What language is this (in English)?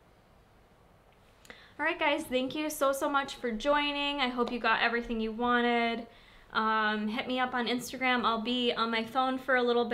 English